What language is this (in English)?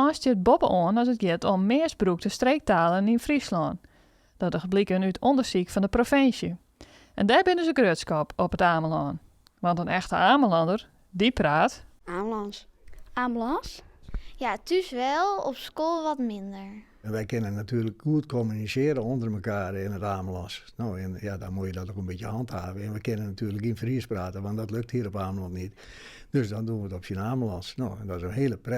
Western Frisian